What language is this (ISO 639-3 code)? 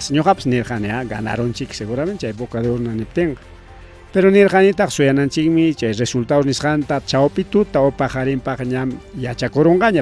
quy